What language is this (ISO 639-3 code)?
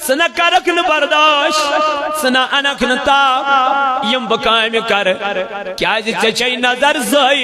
kas